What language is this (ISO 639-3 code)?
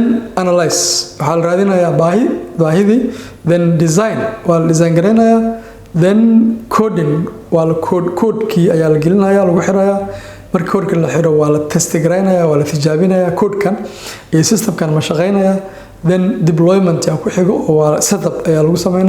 som